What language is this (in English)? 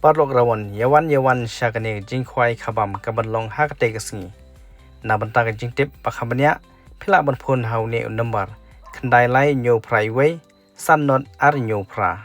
Khasi